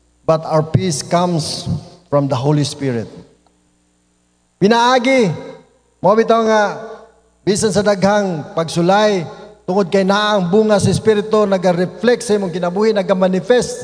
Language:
Cebuano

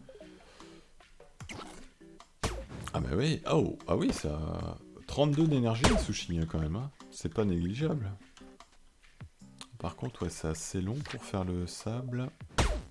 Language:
French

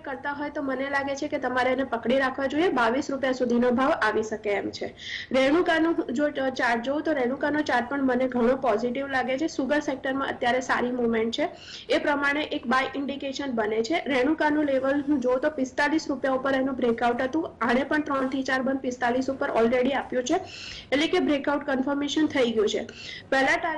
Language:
Gujarati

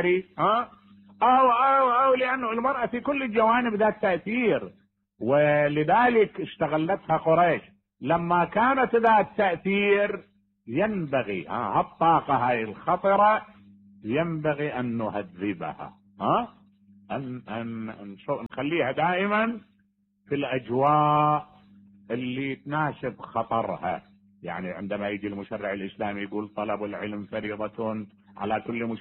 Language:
Mesopotamian Arabic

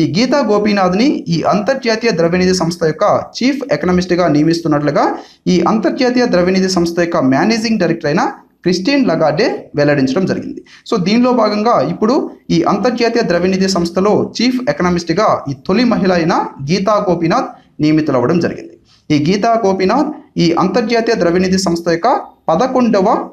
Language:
Telugu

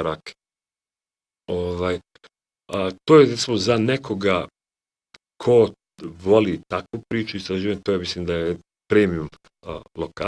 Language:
Bosnian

